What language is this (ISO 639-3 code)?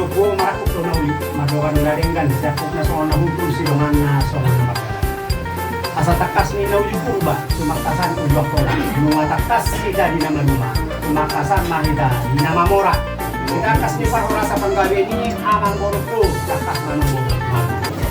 bbc